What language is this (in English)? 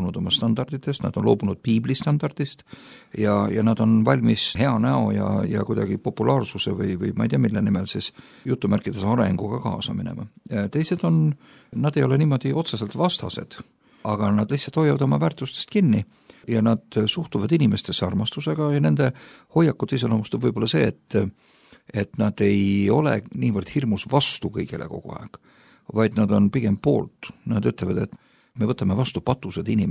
Estonian